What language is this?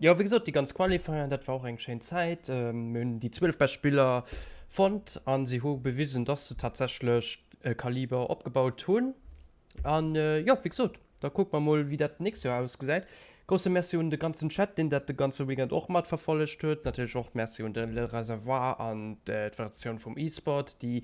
Luxembourgish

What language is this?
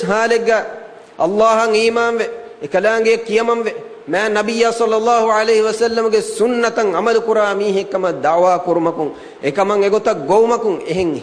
Divehi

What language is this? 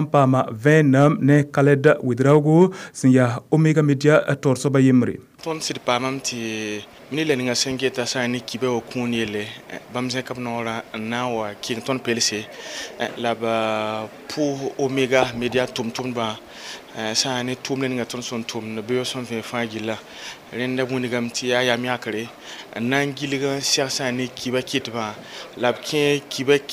Mossi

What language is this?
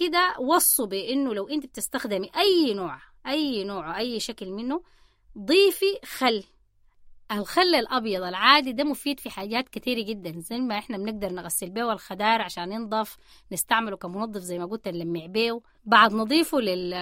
Sudanese Arabic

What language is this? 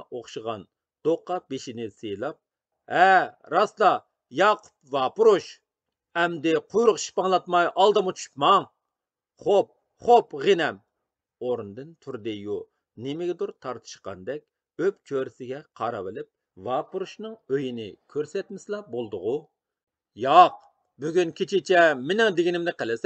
Uyghur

